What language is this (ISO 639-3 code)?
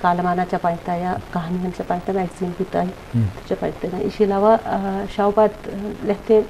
bgp